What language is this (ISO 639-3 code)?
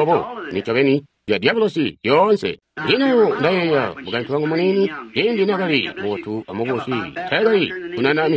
toi